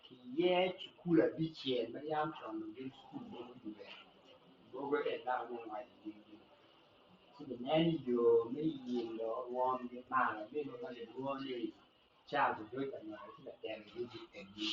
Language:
Acoli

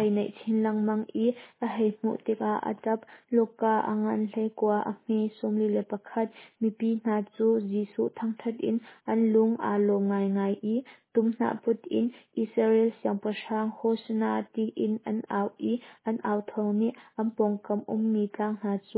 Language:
Hakha Chin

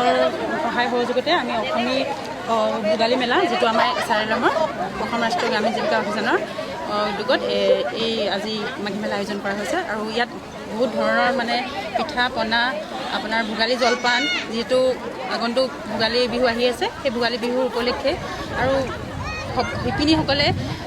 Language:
Assamese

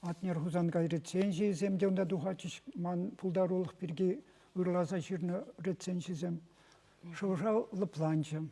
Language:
Chuvash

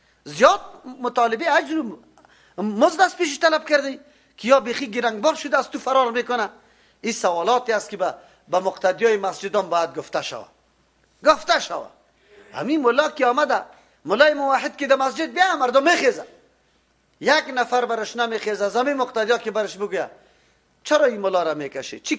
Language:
Persian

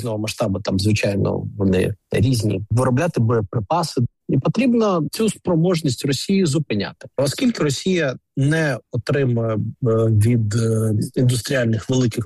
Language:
Ukrainian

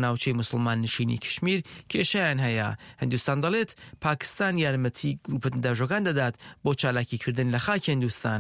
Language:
Central Kurdish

